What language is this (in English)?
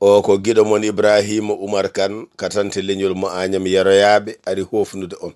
Fula